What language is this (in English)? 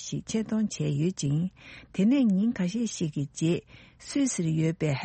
Tibetan